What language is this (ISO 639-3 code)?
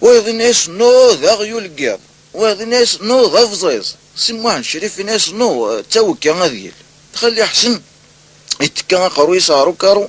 kab